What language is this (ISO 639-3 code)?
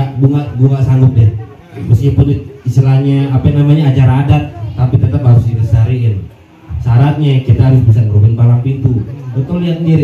bew